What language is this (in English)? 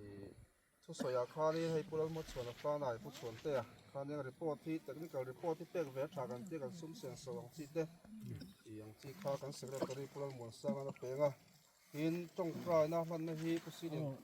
Mizo